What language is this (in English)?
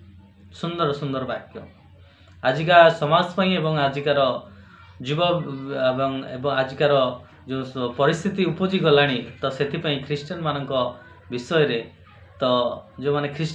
Odia